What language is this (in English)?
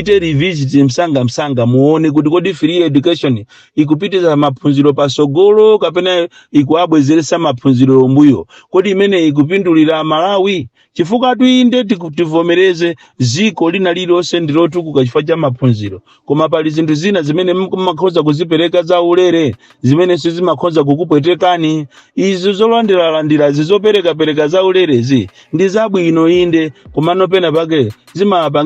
Nyanja